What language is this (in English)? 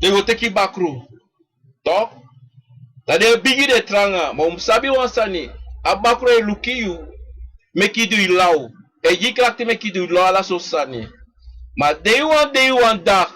Sranan Tongo